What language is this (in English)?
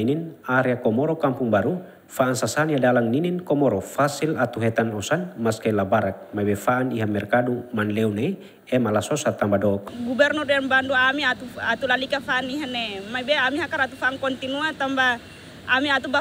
Tetum